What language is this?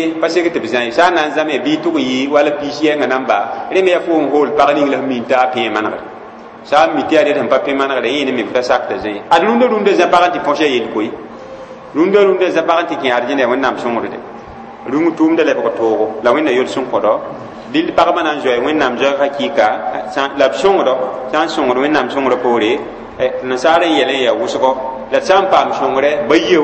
Mossi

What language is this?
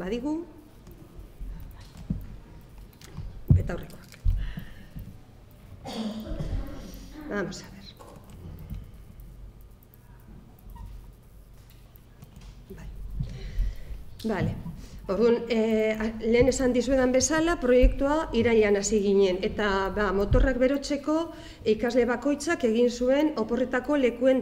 Basque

